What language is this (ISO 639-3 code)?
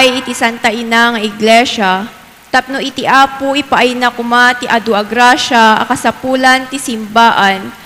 ilo